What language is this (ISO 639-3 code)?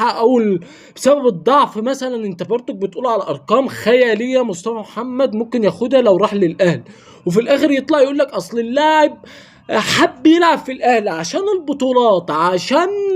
arz